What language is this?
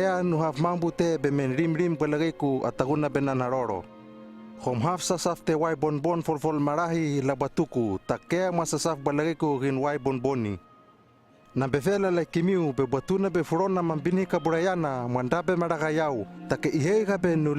Hano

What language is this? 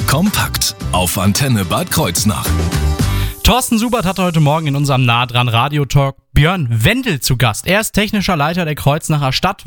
German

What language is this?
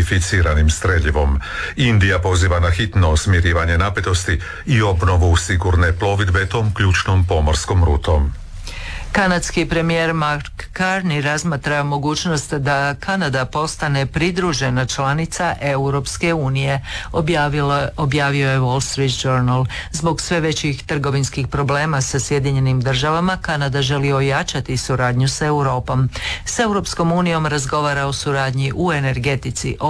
Croatian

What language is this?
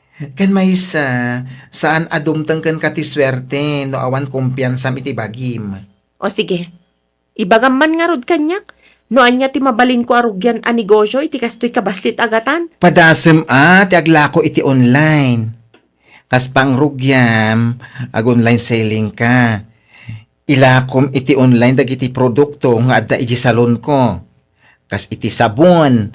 Iloko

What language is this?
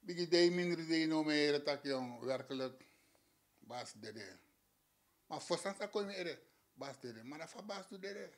Sranan Tongo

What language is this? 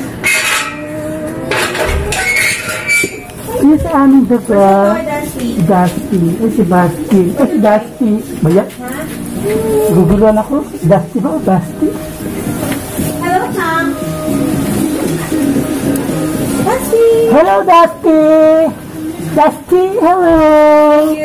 Filipino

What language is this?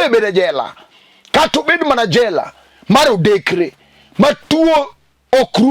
Luo (Kenya and Tanzania)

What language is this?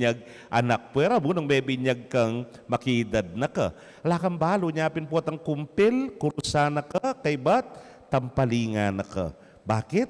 Pampanga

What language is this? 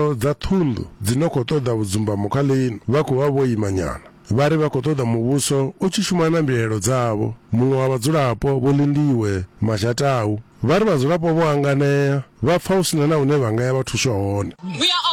Venda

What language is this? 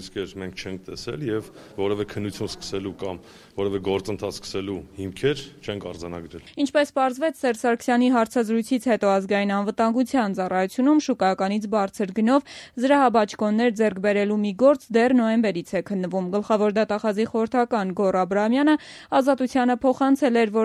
Armenian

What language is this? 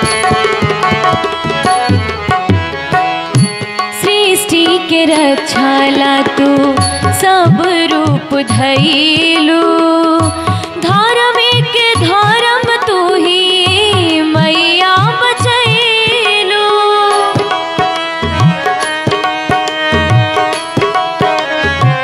Bhojpuri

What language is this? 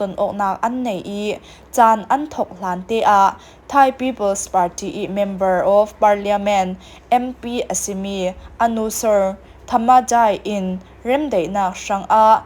Falam Chin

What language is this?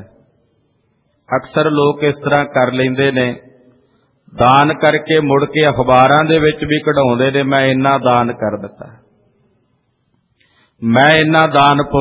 Punjabi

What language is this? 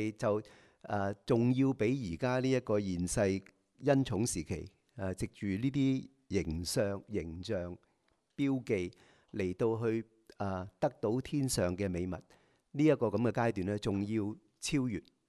Cantonese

